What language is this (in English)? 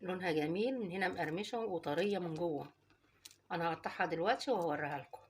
Egyptian Arabic